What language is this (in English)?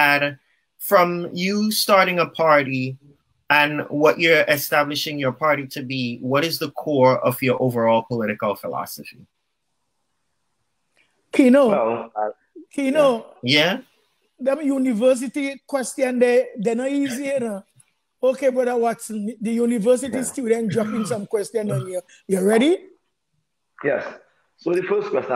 English